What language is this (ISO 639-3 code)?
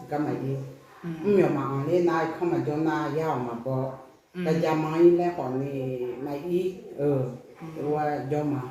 ahk